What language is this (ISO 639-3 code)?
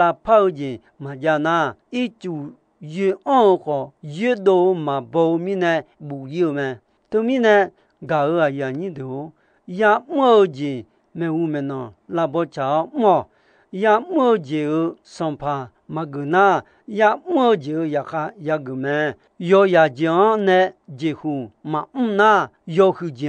ahk